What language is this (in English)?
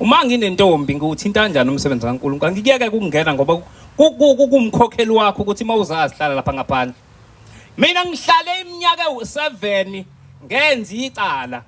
Zulu